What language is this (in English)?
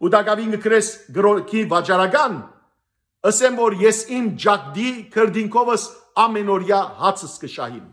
Western Armenian